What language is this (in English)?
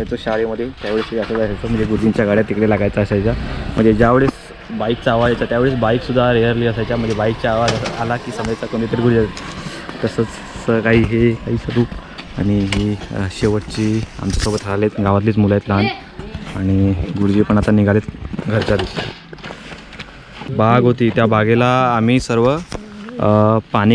Marathi